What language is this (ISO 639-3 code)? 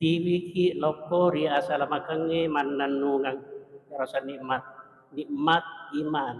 bug